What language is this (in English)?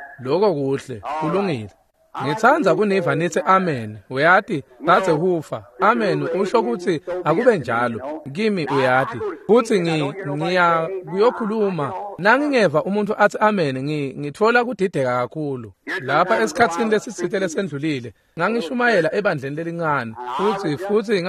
Swati